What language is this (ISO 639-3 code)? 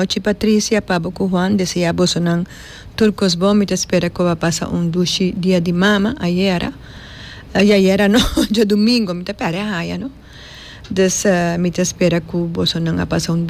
pap